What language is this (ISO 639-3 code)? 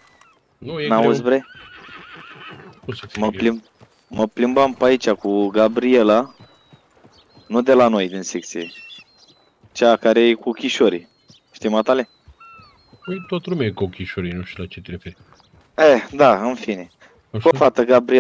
ron